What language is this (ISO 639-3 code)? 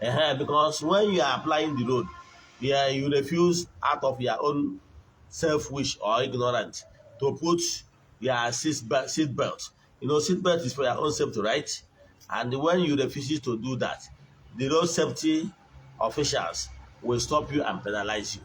ibo